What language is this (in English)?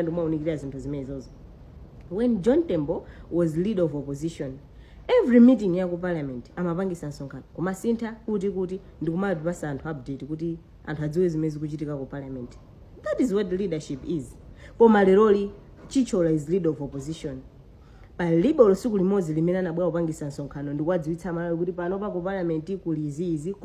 Nyanja